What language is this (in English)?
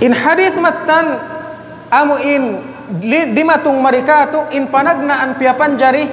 Tausug